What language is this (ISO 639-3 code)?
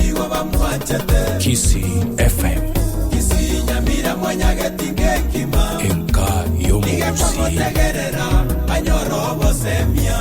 guz